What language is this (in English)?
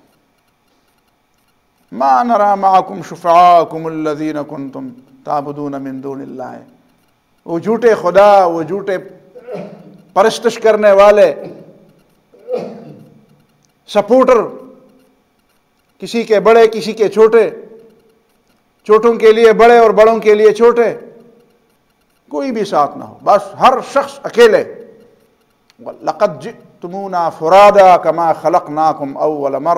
Urdu